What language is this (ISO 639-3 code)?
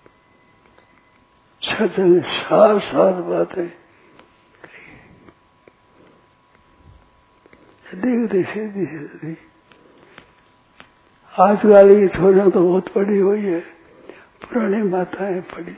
hin